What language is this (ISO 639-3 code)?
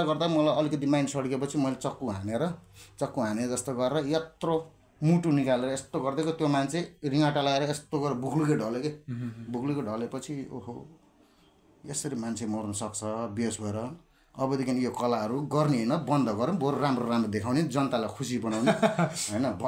nep